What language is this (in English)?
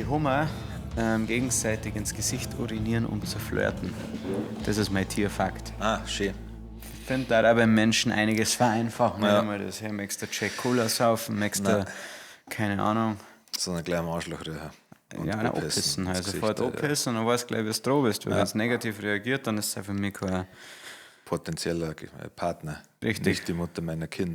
Bavarian